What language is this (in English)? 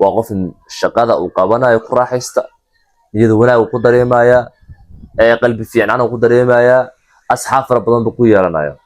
Somali